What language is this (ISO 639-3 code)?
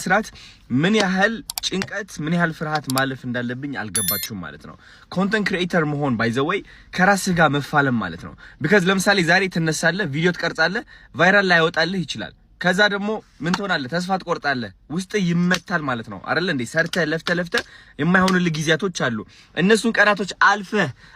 amh